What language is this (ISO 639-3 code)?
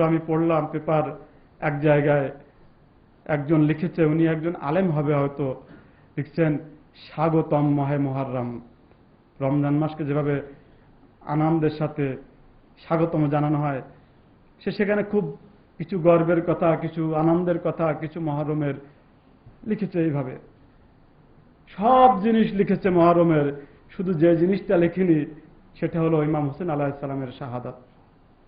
ben